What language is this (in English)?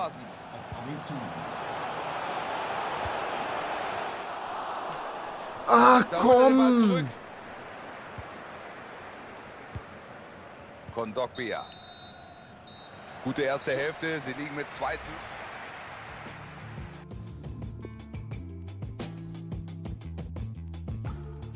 German